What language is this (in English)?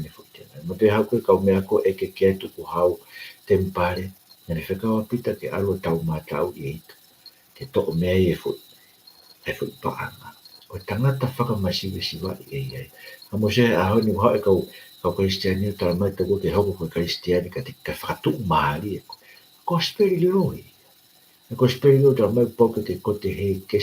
Tongan